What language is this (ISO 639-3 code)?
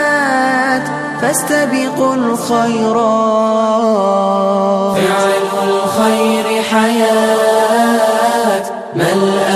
ara